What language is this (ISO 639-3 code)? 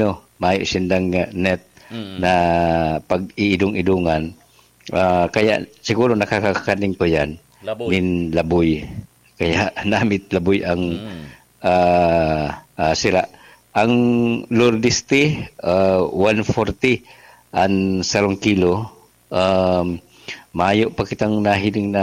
bik